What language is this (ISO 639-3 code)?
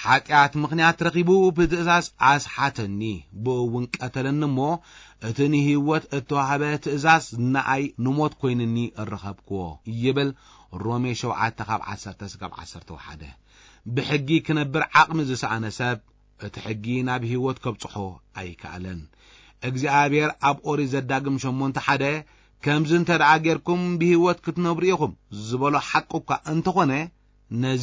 tir